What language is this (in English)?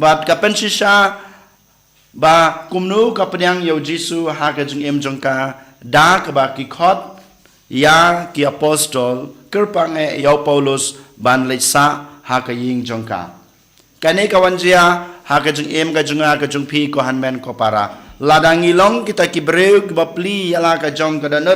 Khasi